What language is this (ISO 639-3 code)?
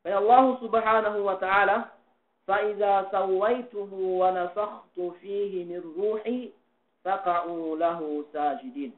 yka